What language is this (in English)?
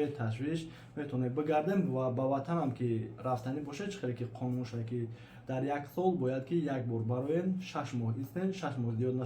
Tajik